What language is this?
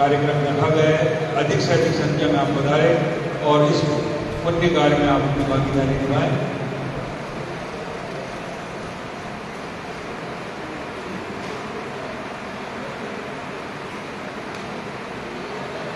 Hindi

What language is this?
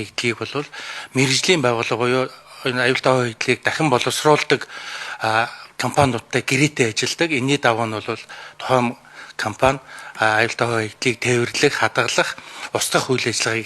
Mongolian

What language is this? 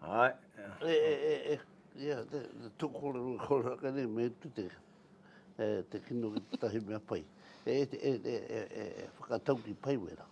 Māori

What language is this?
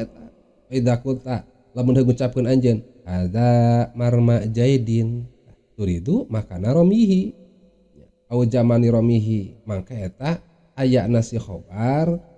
Sundanese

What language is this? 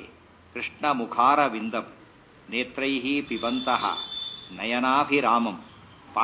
Kannada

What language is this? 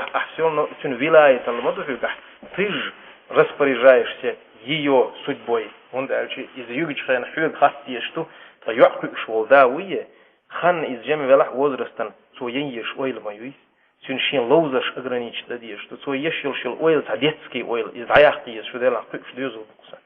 Chechen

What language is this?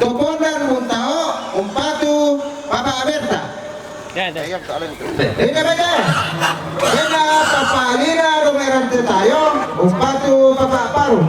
Toraja-Sa'dan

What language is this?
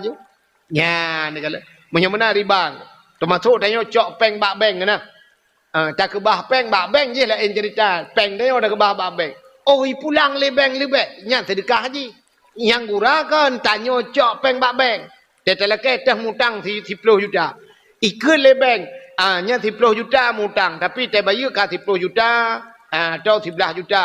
Achinese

